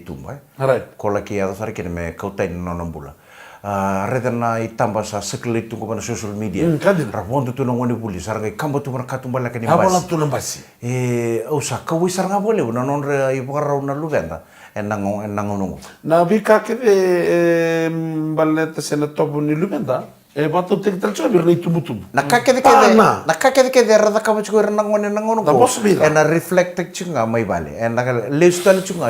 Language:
Fijian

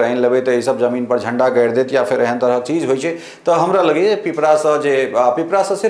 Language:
Maithili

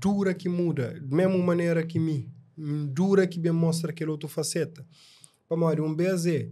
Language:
Kabuverdianu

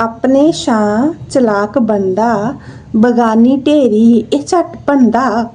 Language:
Dogri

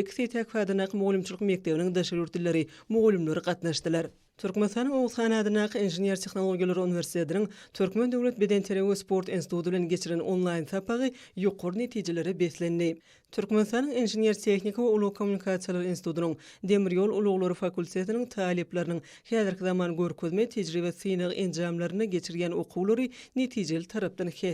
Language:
Turkmen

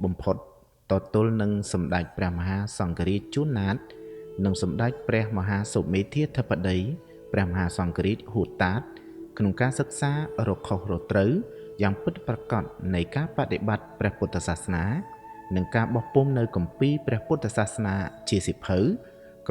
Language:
Khmer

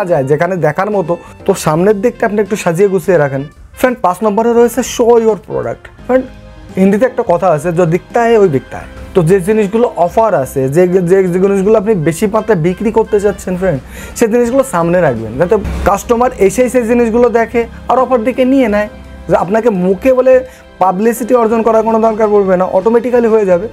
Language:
Bangla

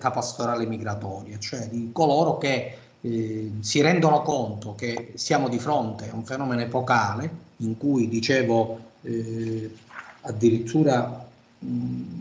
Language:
Italian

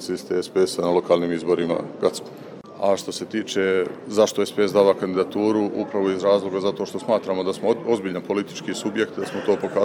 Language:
Serbian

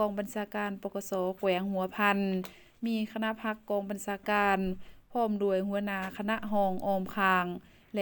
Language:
Lao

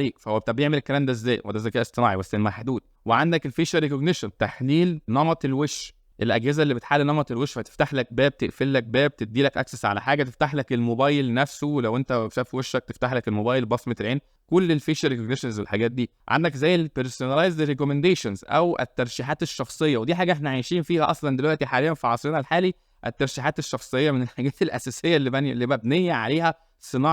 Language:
Egyptian Arabic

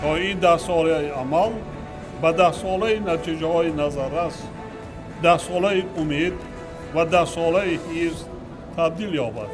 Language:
Tajik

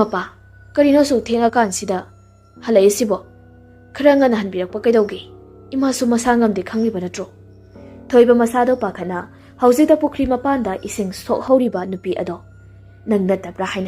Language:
Manipuri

